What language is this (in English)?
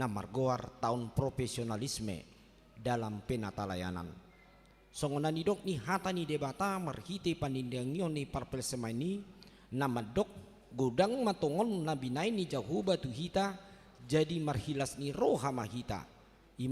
Batak Toba